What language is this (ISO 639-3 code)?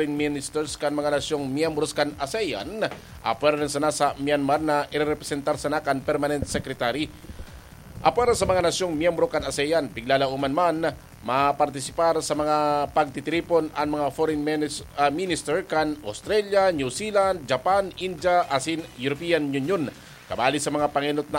bik